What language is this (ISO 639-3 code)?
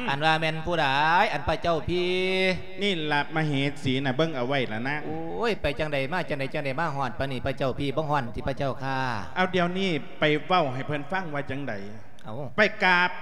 lao